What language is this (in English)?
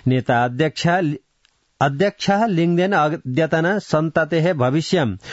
Sanskrit